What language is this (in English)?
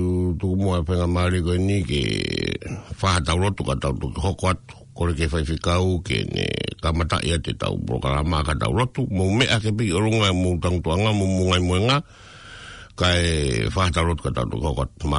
Tongan